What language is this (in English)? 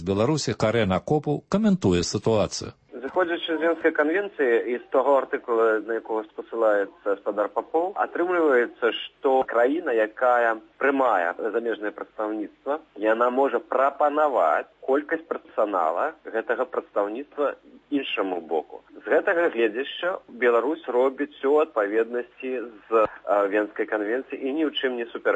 Belarusian